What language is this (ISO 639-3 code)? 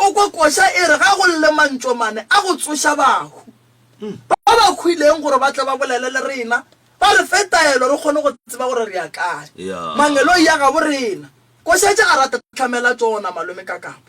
nso